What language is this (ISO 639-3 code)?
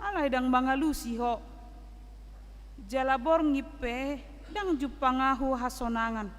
bbc